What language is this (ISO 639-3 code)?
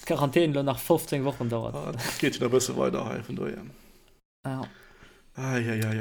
ltz